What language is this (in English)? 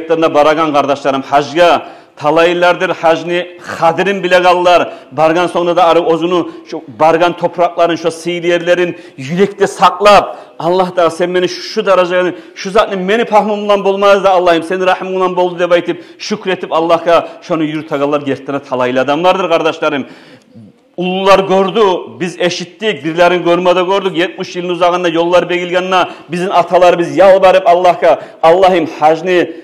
Kumyk